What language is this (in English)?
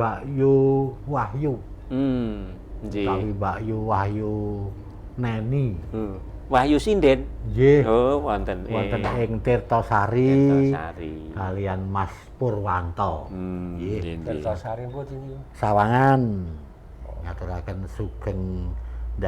Javanese